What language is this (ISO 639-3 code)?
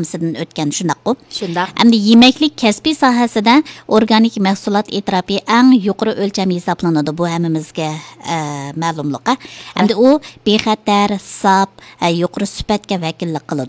uig